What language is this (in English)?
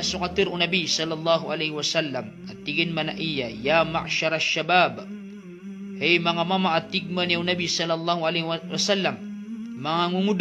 Maranao